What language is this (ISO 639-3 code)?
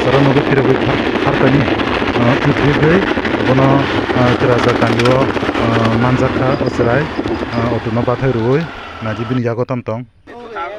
trp